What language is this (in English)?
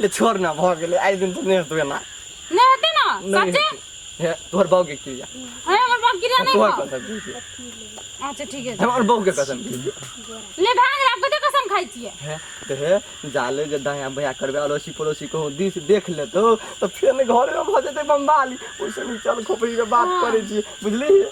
Maithili